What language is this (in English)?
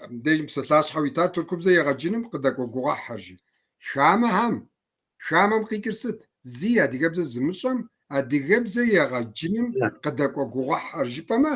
Kabardian